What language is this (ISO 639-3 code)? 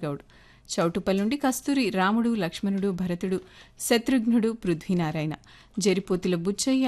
tel